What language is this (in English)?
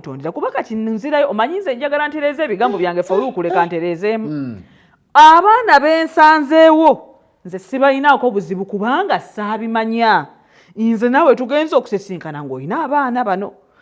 Ganda